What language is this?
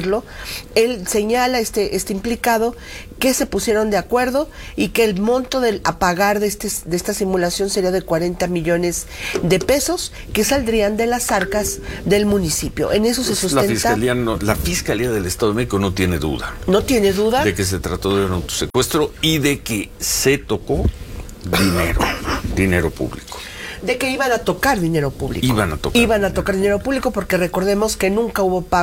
Spanish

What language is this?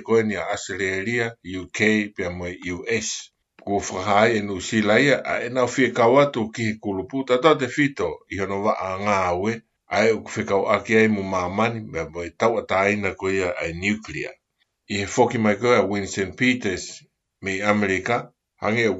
Tongan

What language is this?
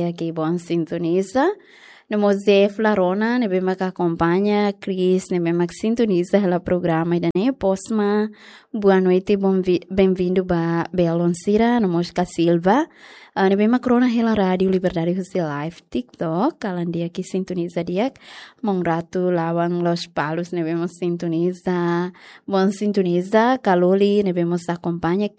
Tetum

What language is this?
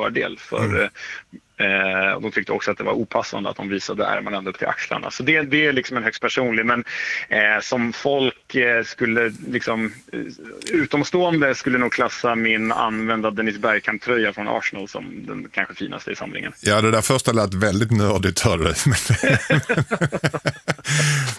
Swedish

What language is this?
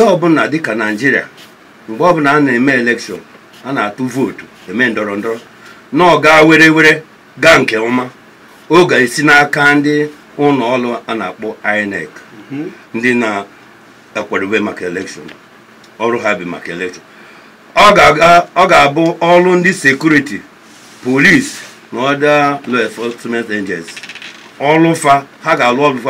Igbo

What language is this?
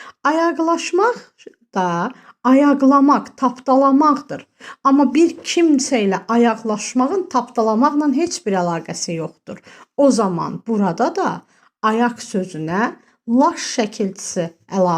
Azerbaijani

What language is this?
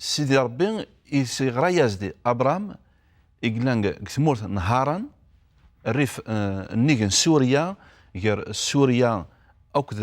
Kabyle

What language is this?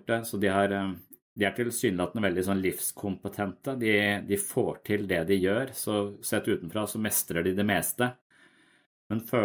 Norwegian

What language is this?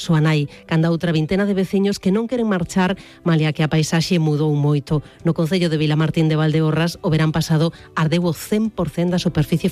Galician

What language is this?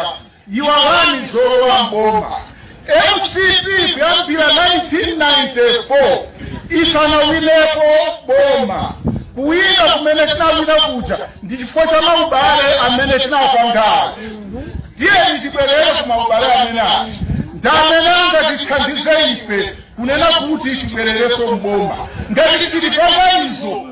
Nyanja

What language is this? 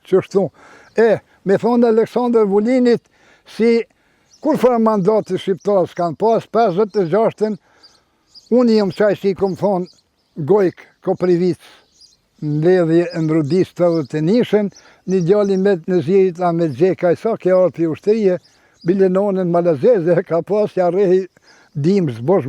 Albanian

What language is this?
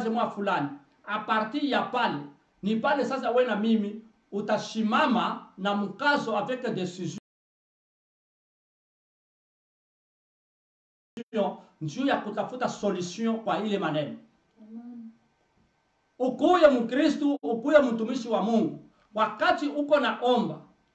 Swahili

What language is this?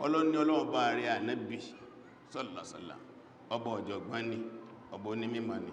Yoruba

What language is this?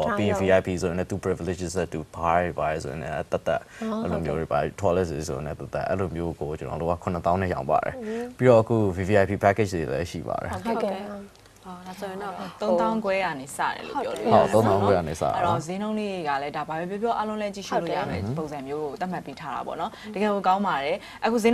Burmese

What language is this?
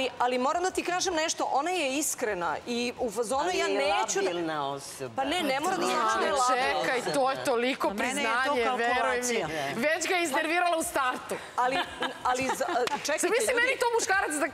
Serbian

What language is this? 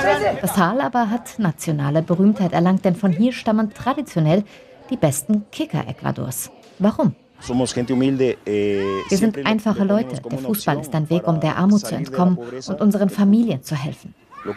German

